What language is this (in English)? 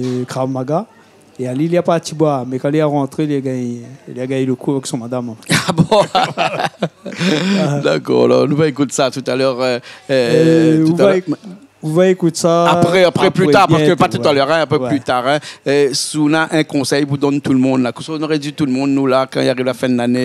Réunion Creole French